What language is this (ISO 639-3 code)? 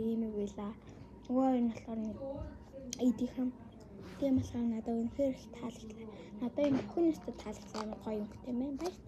mon